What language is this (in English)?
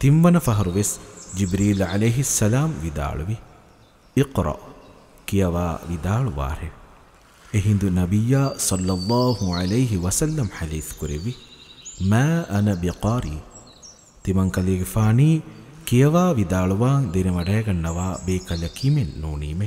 Divehi